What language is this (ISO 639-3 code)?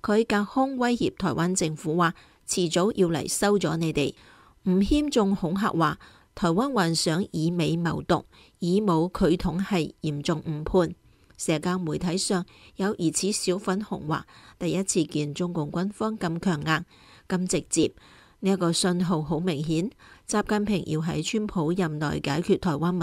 yue